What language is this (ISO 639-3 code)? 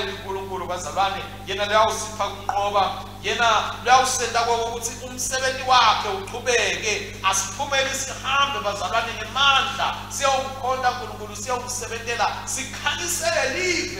ssw